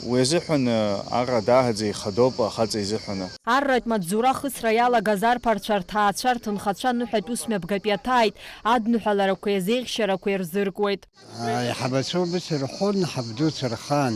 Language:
Abkhazian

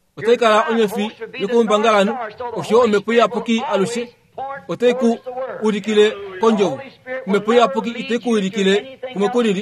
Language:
Kuanyama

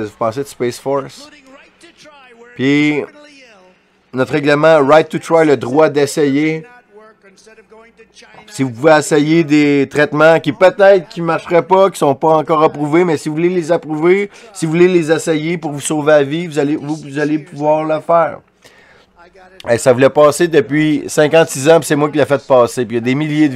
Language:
French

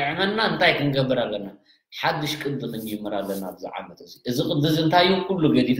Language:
Tigrinya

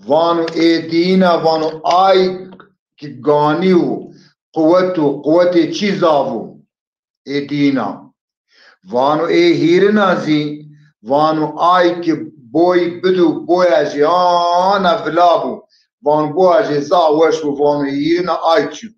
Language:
Zaza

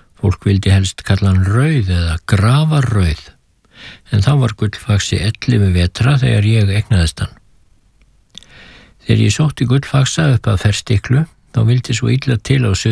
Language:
Icelandic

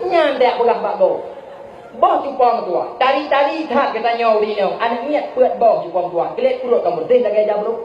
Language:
Achinese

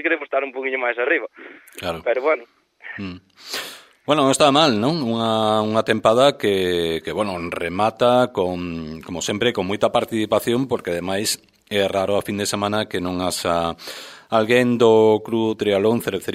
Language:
Galician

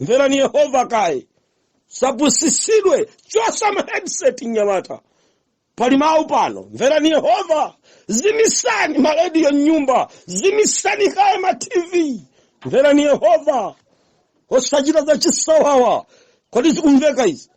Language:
Nyanja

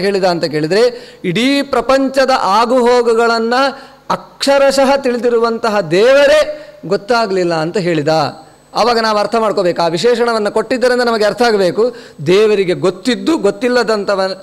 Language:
Kannada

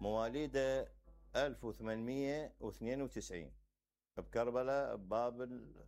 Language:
Mesopotamian Arabic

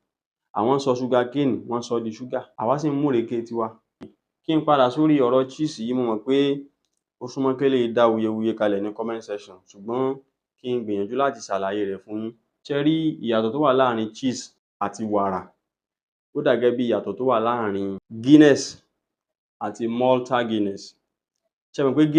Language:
Yoruba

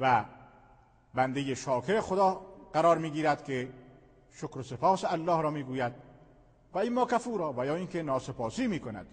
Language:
Persian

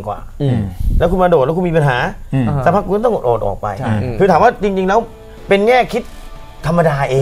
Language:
Thai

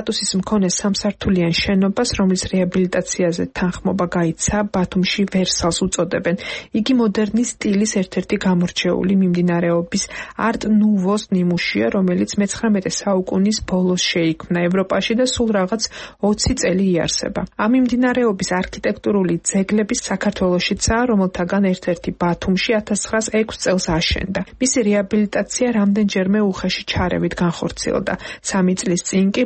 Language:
Georgian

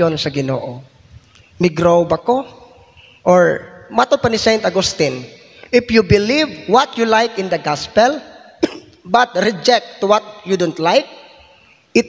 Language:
Cebuano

